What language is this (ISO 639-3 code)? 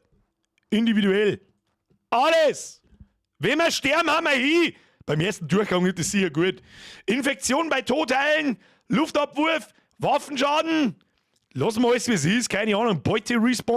bar